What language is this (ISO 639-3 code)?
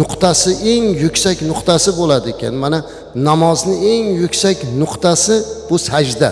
uzb